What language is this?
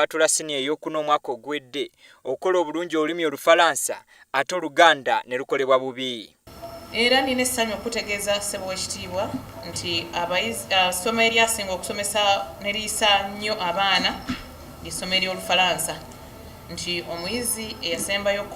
Ganda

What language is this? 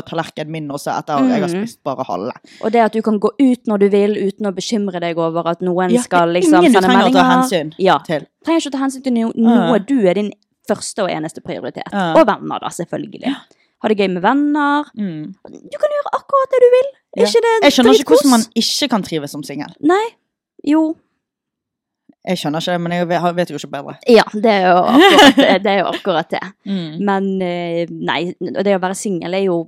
Norwegian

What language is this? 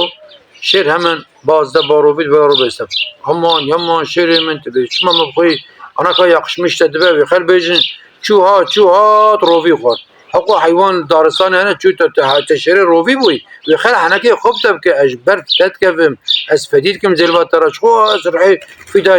Kurdish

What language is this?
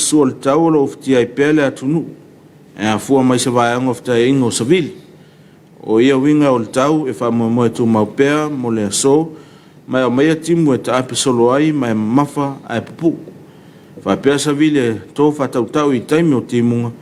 Samoan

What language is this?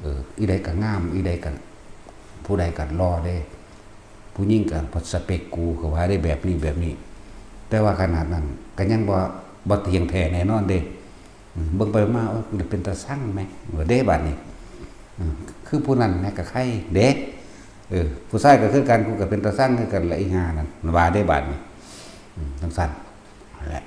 Northeastern Thai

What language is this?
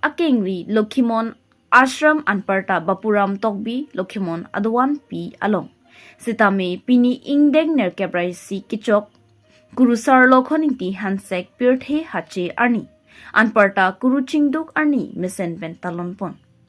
Karbi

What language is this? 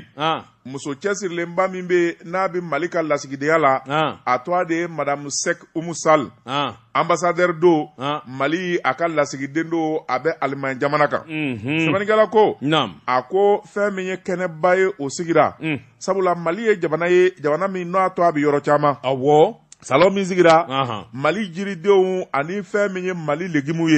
Bambara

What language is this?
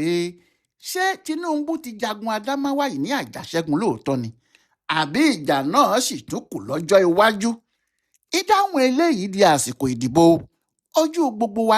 Yoruba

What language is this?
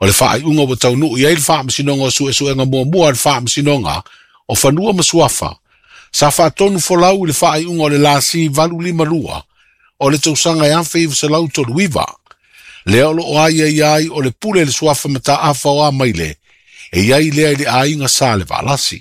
Samoan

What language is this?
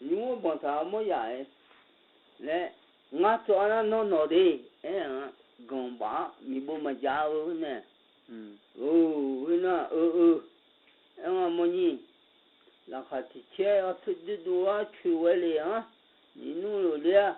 Akha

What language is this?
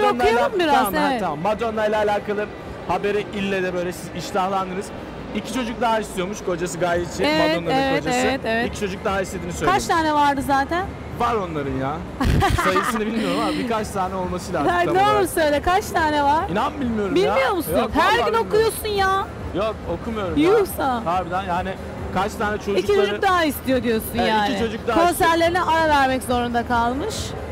Turkish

